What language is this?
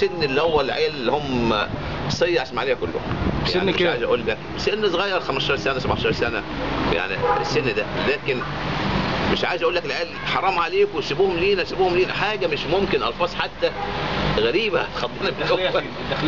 Egyptian Arabic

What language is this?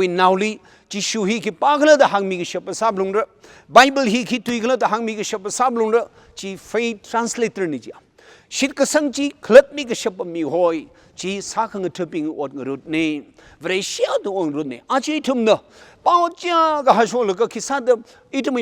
Tangkhul Naga (India)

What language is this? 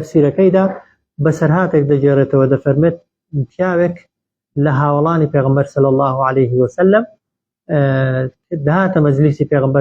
Central Kurdish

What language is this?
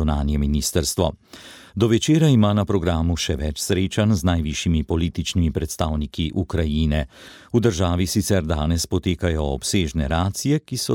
Slovenian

